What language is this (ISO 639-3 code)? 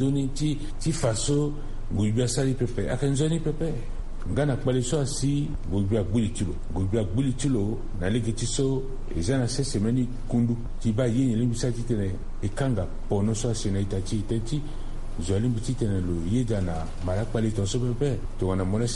sag